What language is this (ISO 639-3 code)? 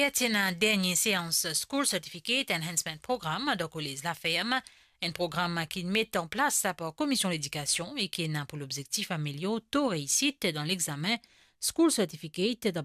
mfe